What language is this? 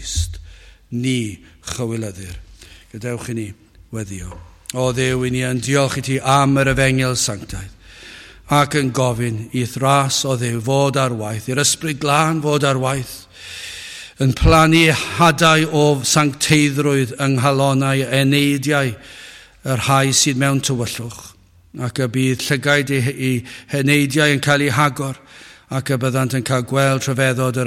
Welsh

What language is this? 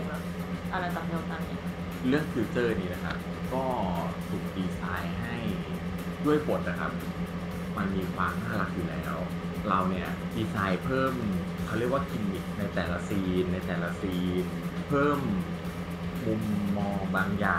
Thai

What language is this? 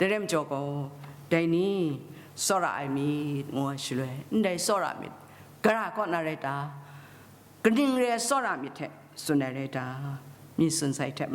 Kachin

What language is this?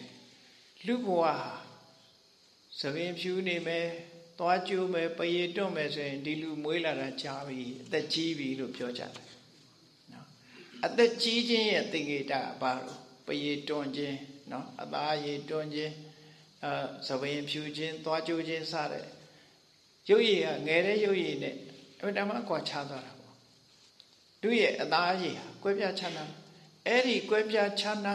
Burmese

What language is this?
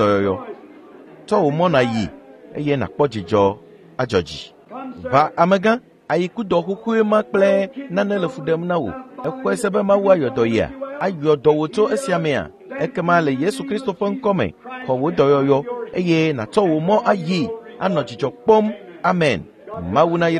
Ewe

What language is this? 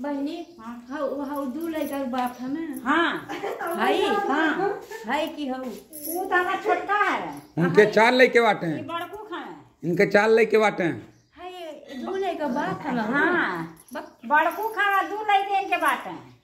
Bhojpuri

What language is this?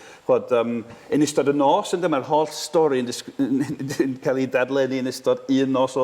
Welsh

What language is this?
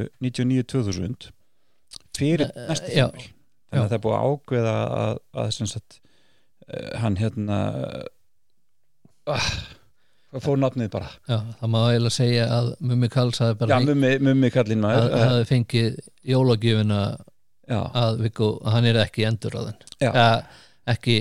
Icelandic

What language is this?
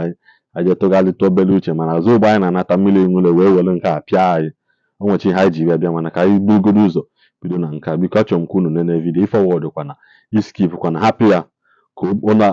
Igbo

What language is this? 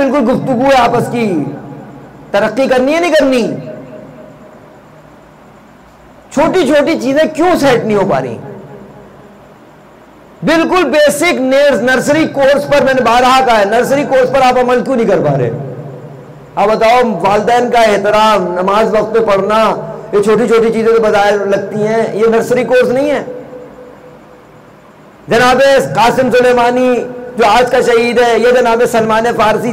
Urdu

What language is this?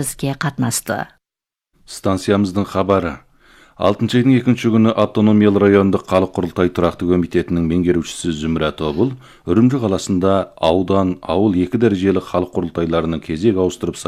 Kazakh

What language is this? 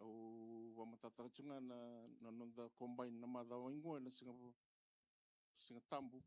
Fijian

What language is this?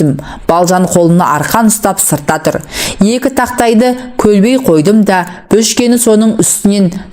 Kazakh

